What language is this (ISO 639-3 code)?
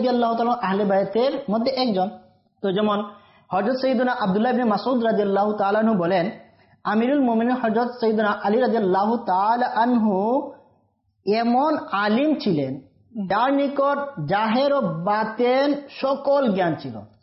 ben